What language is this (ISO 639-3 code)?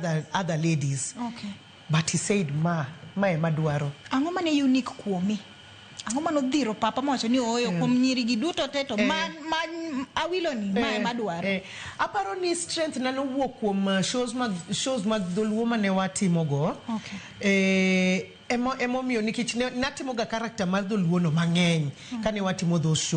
luo